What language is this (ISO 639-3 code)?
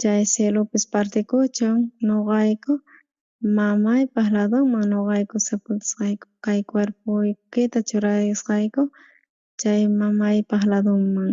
quh